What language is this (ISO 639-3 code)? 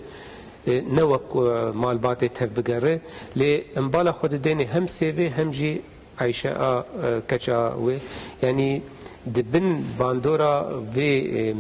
kur